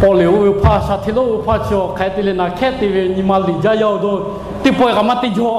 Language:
Lahu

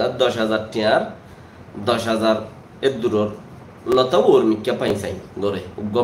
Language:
Rohingya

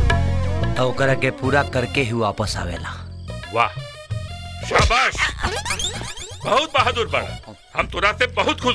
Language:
Bhojpuri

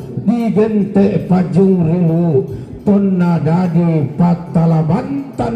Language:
Toraja-Sa'dan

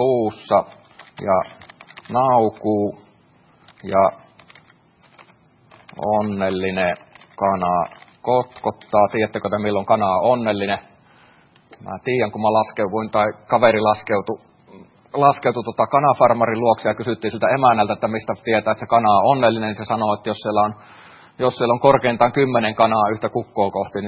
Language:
Finnish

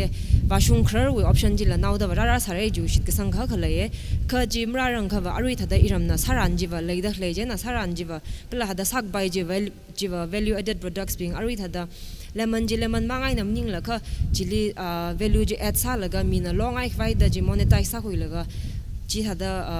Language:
Tangkhul Naga (India)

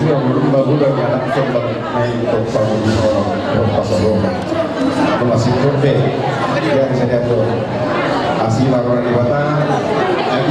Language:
Batak Toba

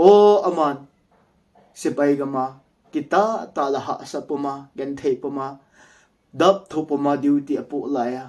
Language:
Thado Chin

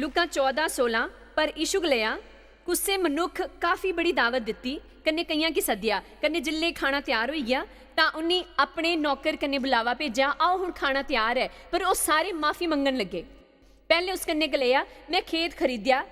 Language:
Dogri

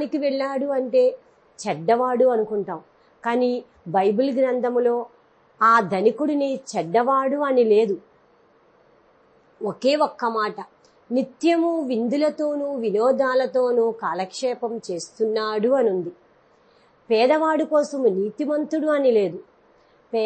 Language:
Telugu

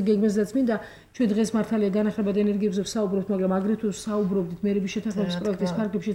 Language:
Georgian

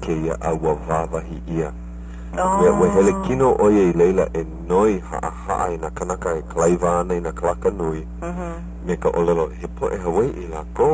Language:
Hawaiian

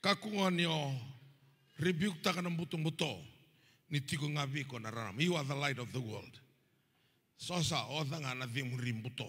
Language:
Fijian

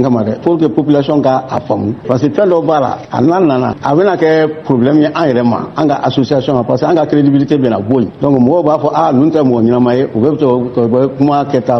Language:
Bambara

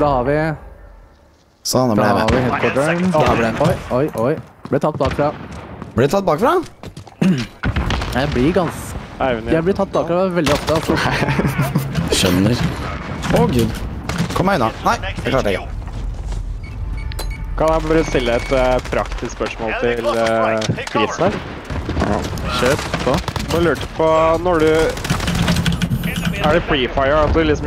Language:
Norwegian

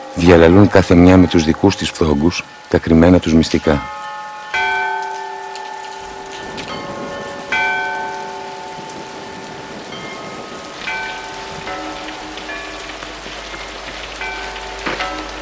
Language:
Greek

